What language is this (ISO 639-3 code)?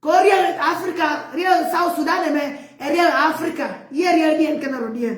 nus